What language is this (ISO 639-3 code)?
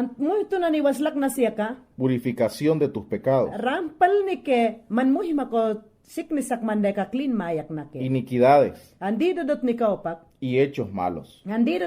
yan